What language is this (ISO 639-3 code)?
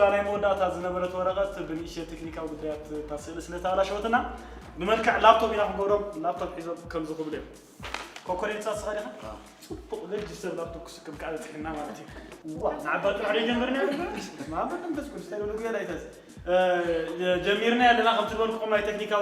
tir